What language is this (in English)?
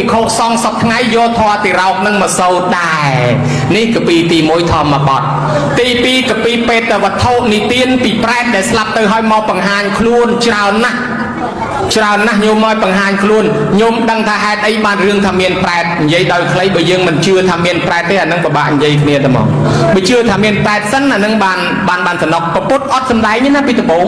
Khmer